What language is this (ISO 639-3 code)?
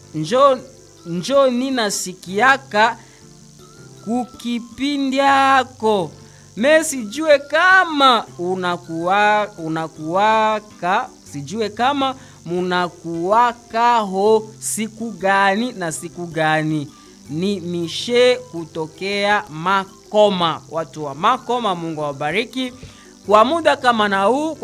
swa